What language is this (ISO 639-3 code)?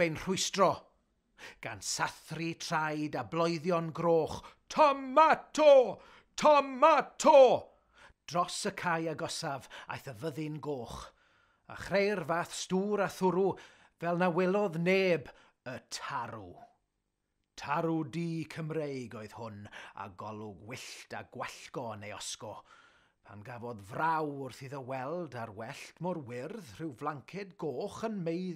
cym